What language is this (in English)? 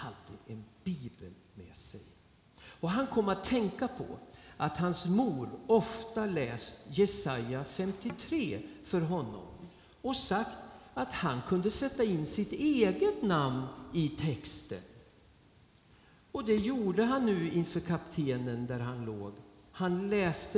Swedish